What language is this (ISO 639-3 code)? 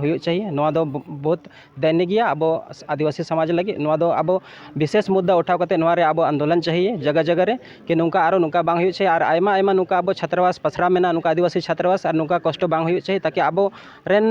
sat